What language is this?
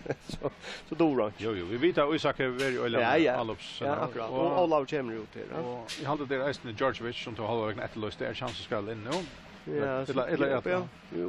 Faroese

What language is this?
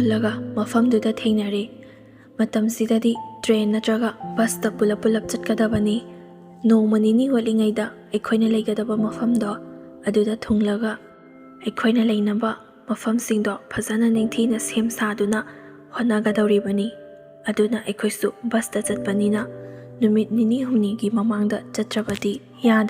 Manipuri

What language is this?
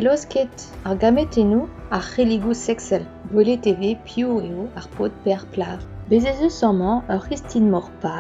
Breton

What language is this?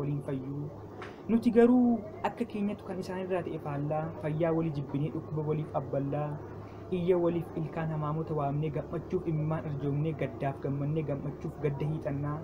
Oromo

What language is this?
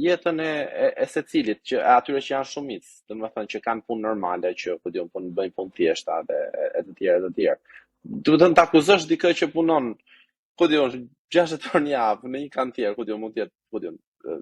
Albanian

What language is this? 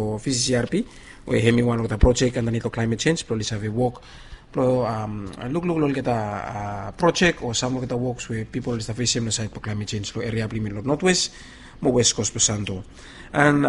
Bislama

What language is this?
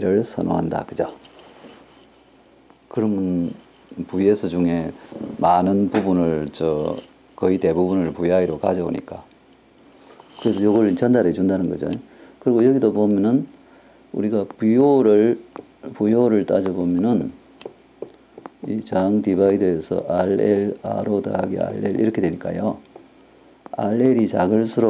Korean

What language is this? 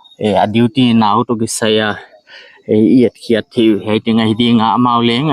Paite Chin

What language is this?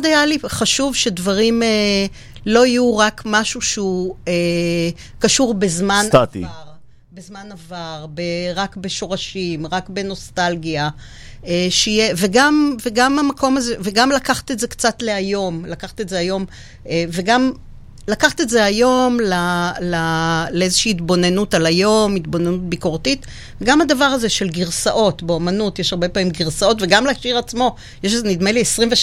Hebrew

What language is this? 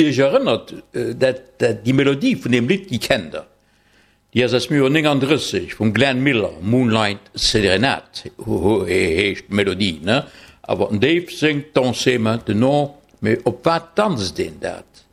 Luxembourgish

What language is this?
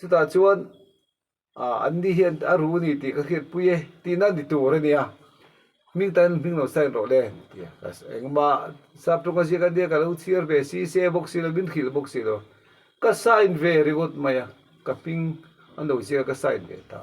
Mizo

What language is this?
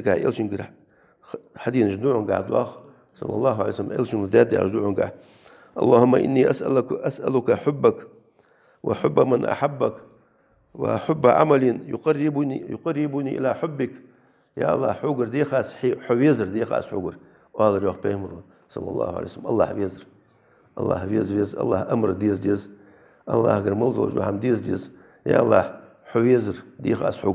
Ingush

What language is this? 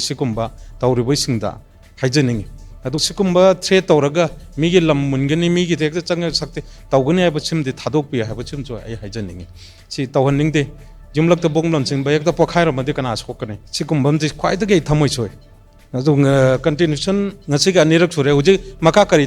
Manipuri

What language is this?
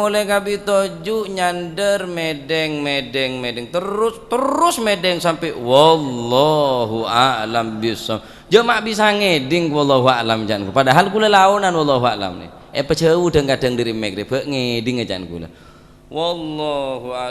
Madurese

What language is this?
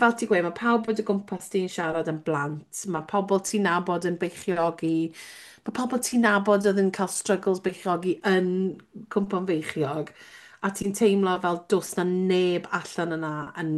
Welsh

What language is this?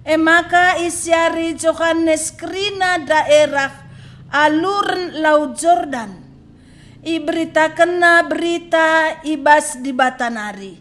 Batak Karo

